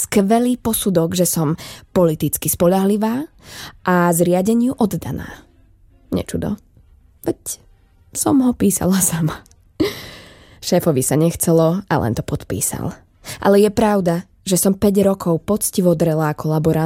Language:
Slovak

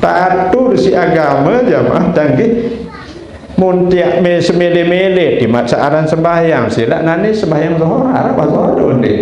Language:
Sasak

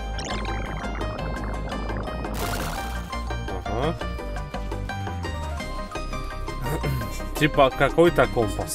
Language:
Russian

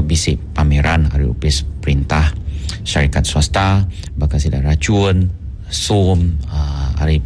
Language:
Iban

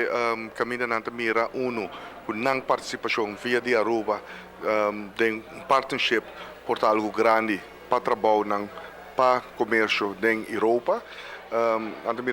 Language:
Papiamento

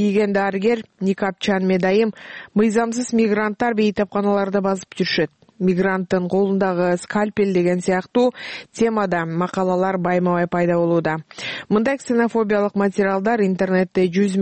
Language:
Kyrgyz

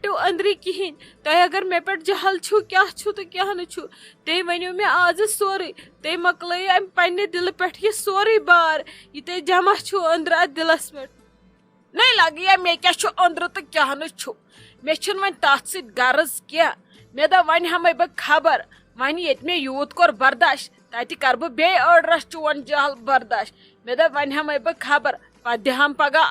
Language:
Kashmiri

